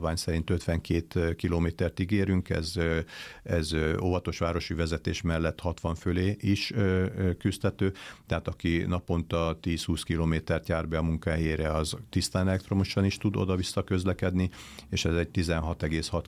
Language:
Hungarian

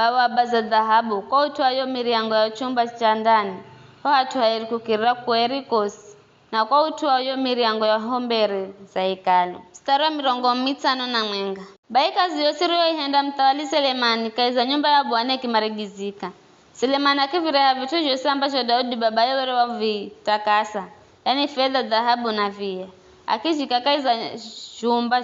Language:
Giryama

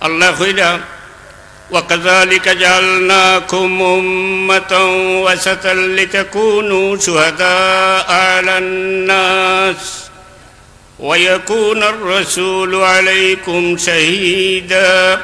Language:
Sylheti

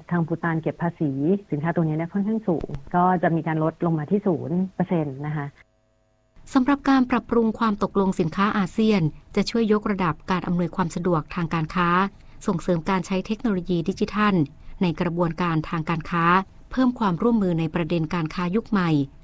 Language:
Thai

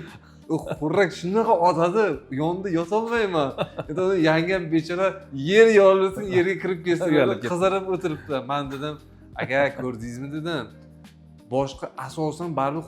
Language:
Uzbek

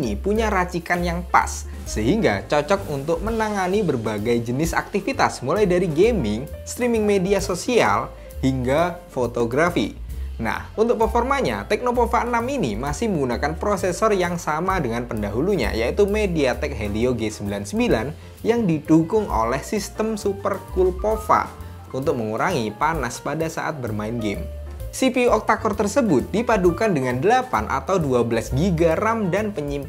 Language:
Indonesian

